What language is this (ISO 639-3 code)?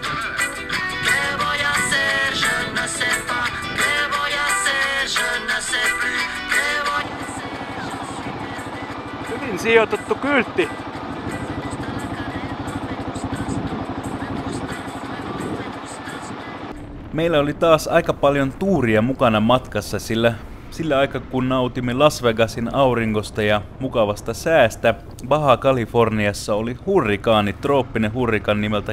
fin